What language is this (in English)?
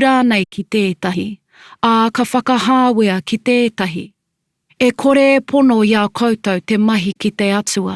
Māori